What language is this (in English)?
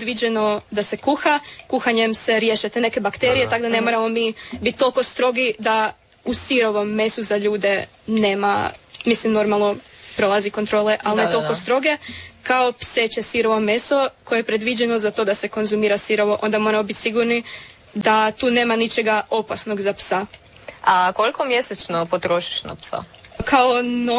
Croatian